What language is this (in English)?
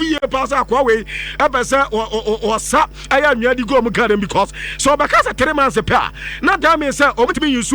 Akan